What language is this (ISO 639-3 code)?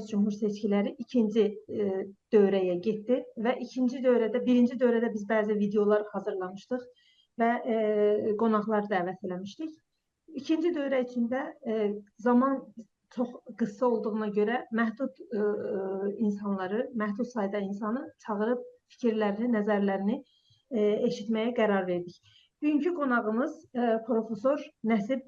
azb